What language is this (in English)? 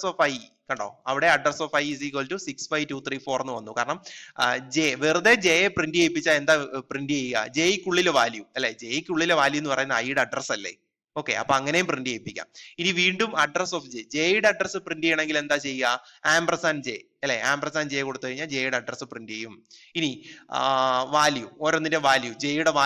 Malayalam